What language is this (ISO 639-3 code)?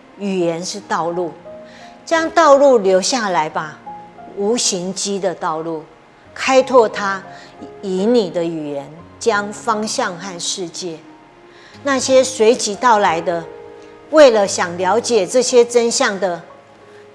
hak